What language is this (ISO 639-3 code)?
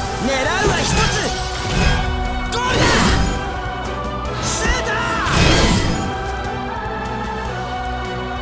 jpn